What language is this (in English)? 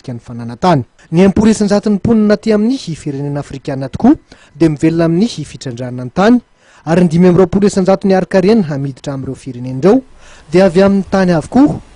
Malagasy